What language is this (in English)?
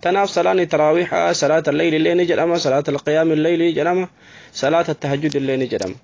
Oromo